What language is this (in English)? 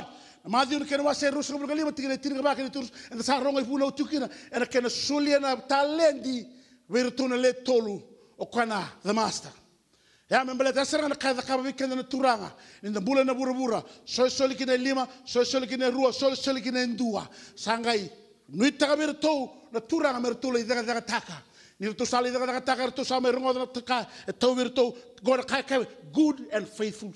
Fijian